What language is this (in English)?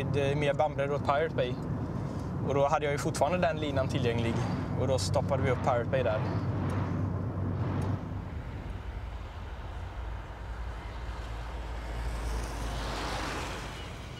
Swedish